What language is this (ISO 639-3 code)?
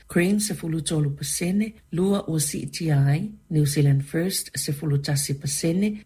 smo